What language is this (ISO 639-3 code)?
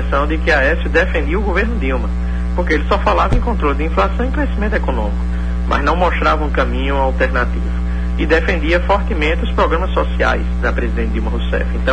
por